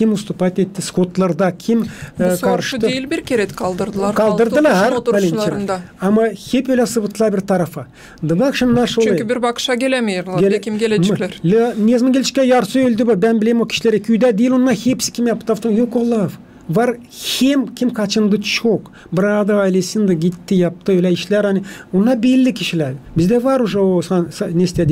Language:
Gagauz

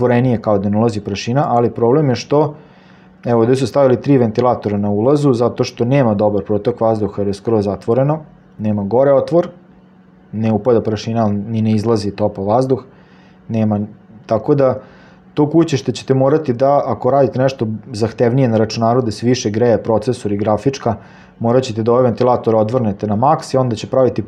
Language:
Serbian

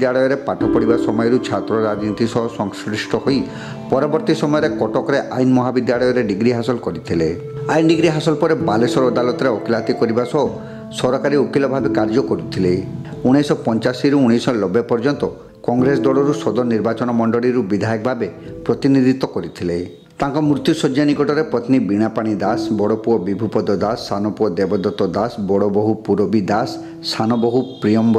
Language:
Odia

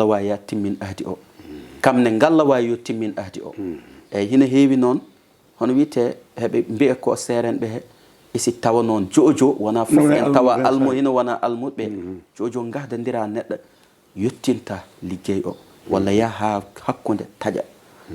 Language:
Fula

